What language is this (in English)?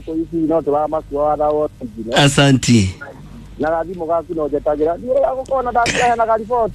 Kikuyu